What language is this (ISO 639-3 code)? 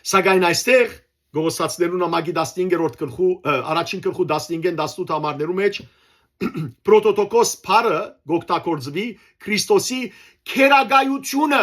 hyw